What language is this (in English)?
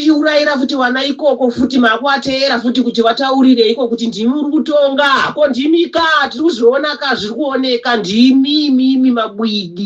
Shona